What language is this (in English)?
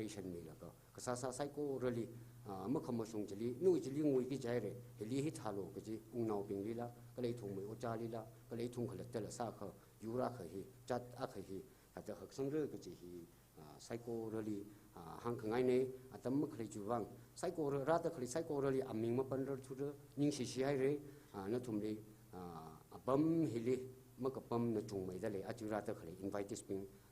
Tangkhul Naga (India)